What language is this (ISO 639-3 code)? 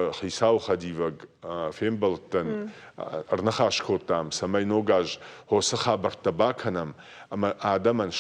oss